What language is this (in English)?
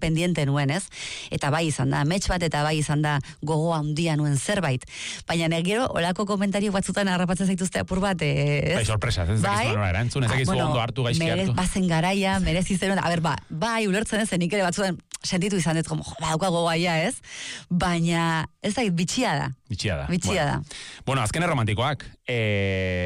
Basque